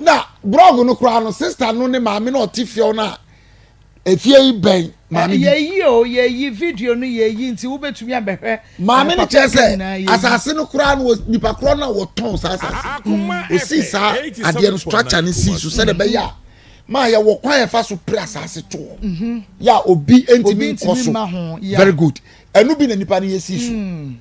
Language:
Akan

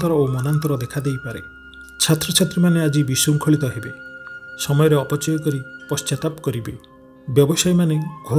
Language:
Odia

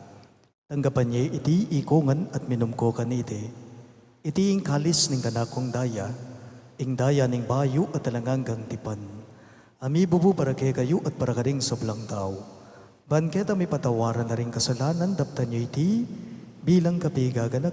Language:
Pampanga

